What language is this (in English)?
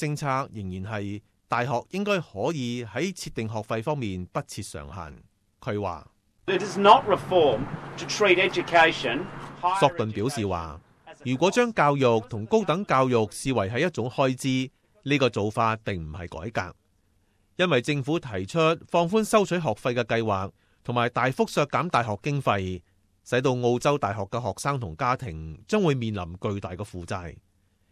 Cantonese